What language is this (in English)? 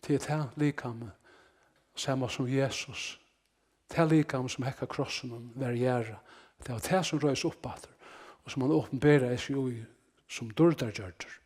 Faroese